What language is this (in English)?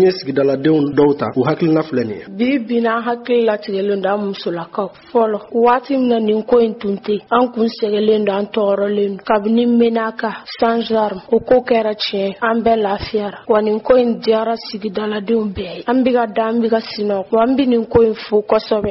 Bambara